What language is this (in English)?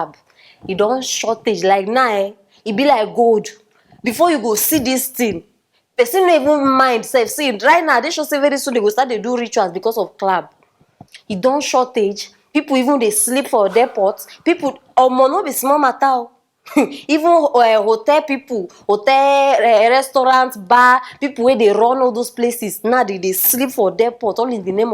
Nigerian Pidgin